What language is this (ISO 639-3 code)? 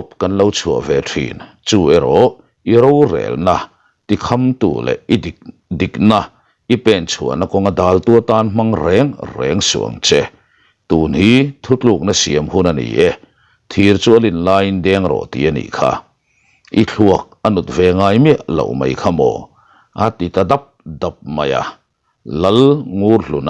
lus